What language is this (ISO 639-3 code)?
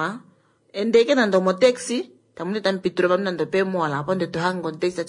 kua